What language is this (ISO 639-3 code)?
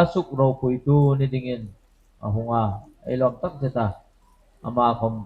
hmr